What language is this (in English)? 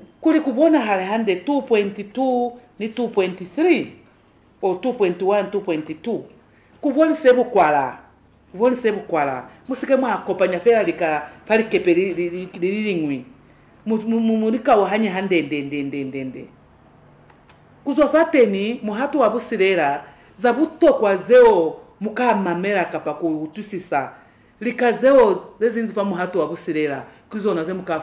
Lozi